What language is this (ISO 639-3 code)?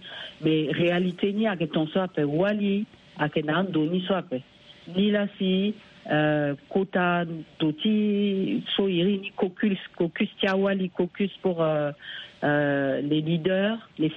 sag